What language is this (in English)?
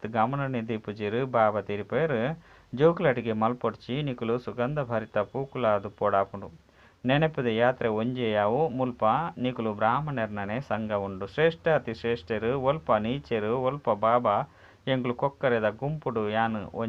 Tulu